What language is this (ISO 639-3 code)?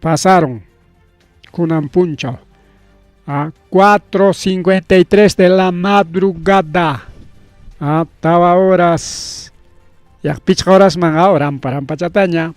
quy